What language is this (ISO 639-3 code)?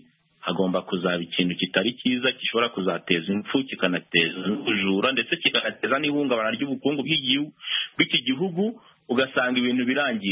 kin